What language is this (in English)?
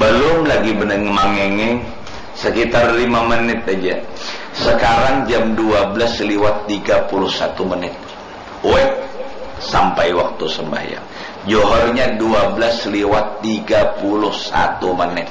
Banjar